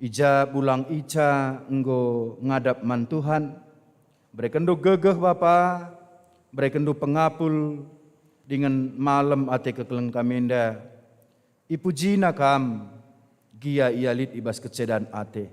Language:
Batak Karo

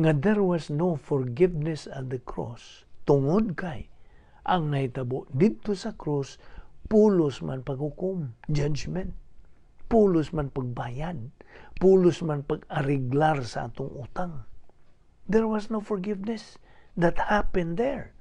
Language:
Cebuano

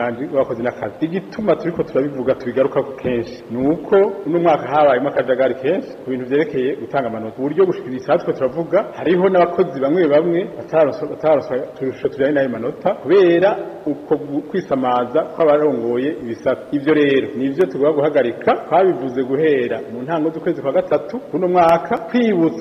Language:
Rundi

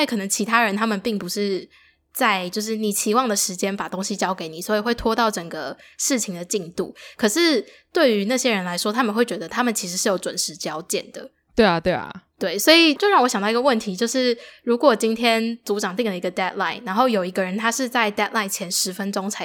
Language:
Chinese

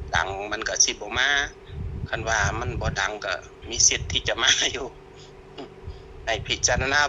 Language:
Northeastern Thai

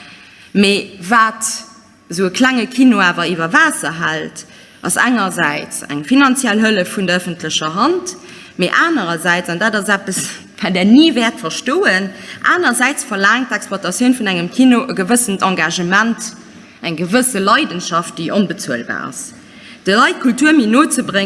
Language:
Luxembourgish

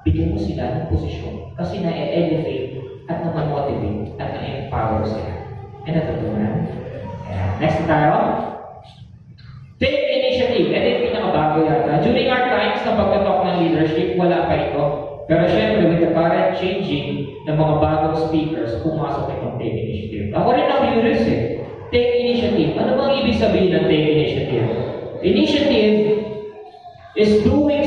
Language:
Filipino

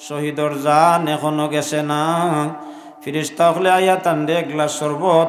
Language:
Sylheti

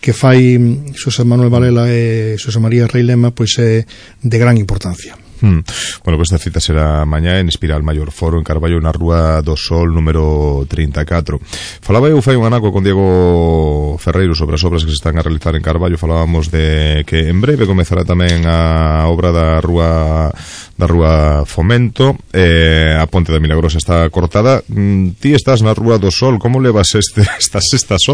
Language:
Galician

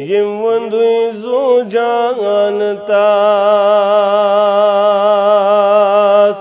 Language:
Kashmiri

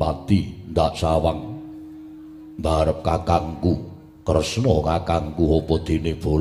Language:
Javanese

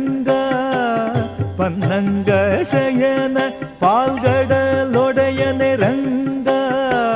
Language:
Kannada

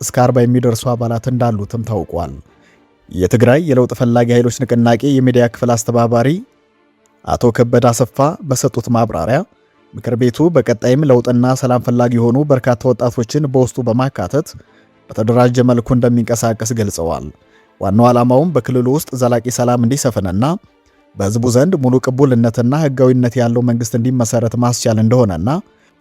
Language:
Amharic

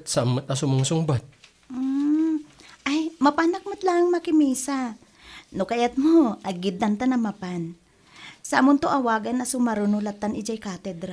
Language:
Iloko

